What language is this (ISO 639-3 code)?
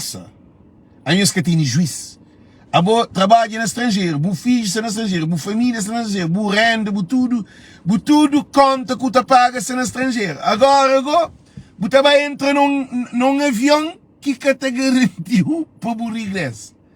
kea